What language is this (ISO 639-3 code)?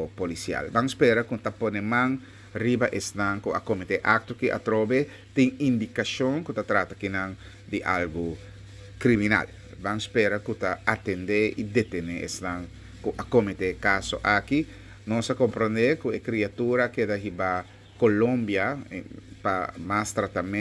pap